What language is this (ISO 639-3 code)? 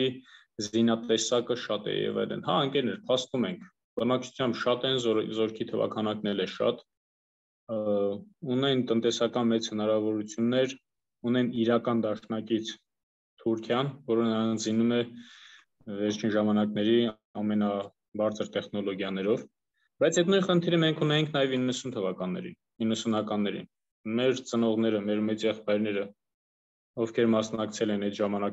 hye